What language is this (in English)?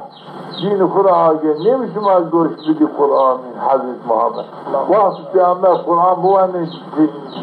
Zaza